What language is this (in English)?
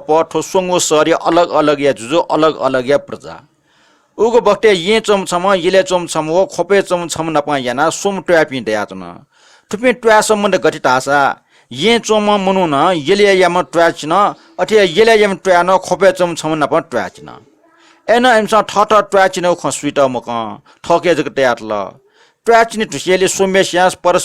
Newari